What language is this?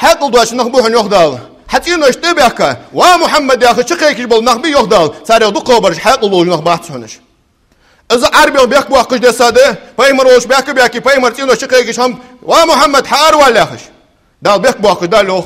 Ingush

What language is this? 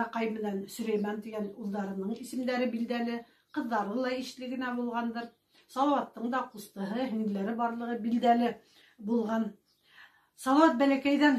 Bashkir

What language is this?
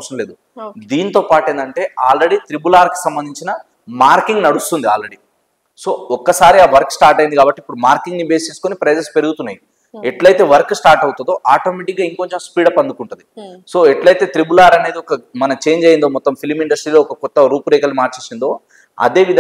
Telugu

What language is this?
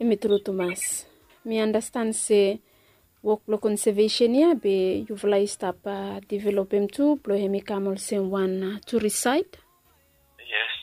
Bislama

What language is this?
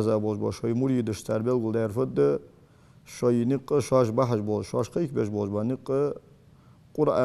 Ingush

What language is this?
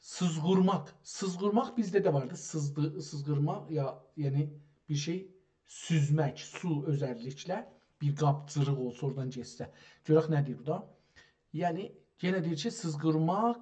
South Azerbaijani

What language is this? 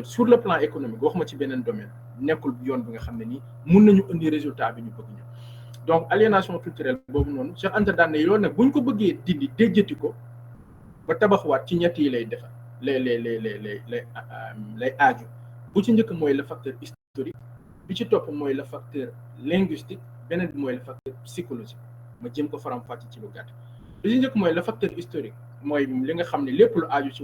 Wolof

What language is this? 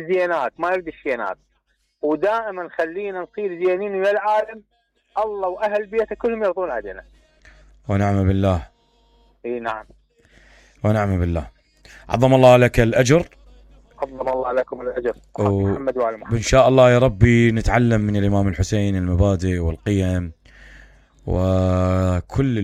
Mesopotamian Arabic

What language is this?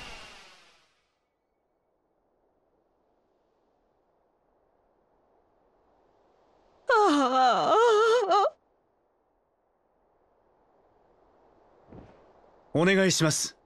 Japanese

